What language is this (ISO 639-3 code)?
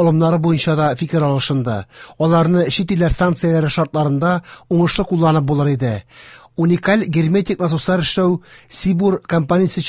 tat